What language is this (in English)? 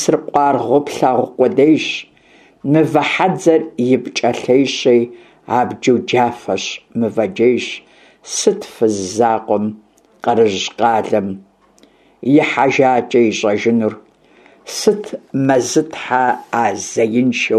Kabardian